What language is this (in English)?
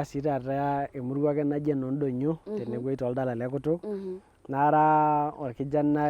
Masai